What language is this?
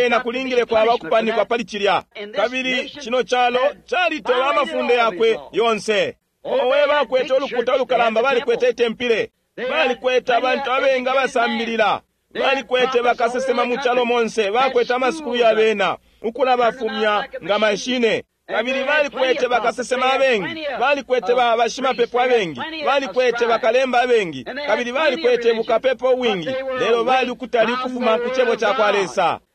Bemba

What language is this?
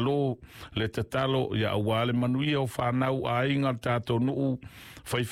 Samoan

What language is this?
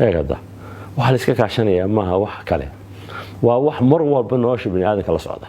Somali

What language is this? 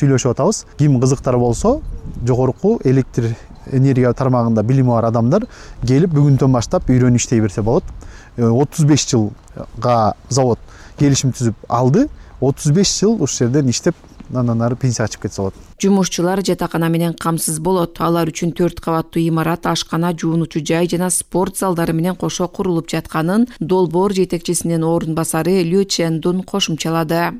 Kyrgyz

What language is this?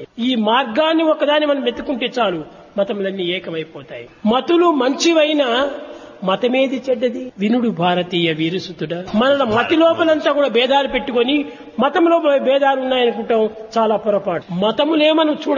Telugu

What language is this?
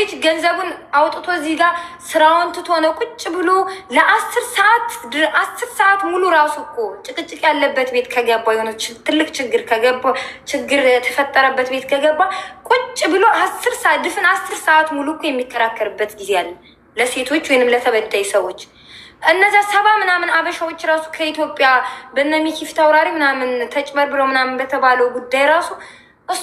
Amharic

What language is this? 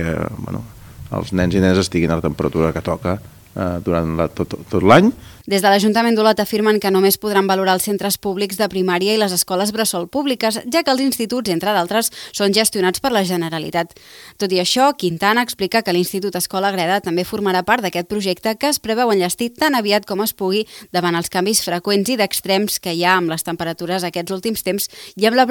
Catalan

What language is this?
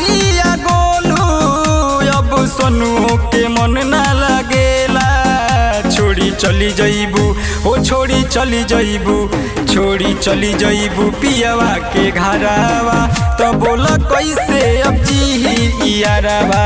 Bhojpuri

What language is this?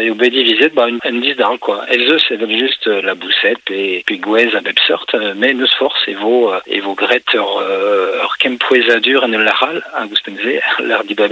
Breton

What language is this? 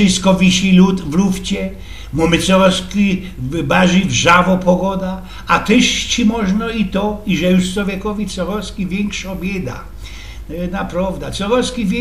Silesian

